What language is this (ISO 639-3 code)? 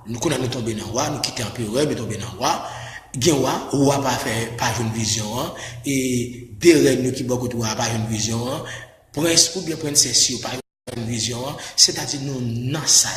hat